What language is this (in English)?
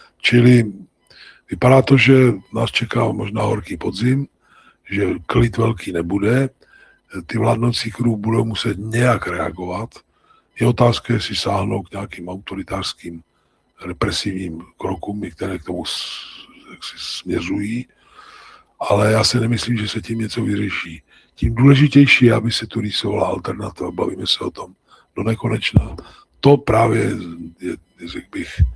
Czech